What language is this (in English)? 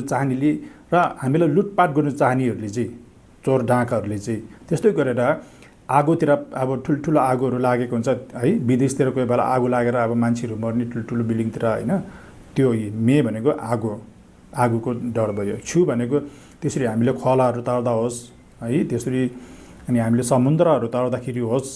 Nepali